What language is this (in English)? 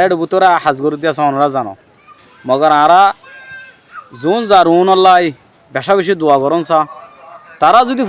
Rohingya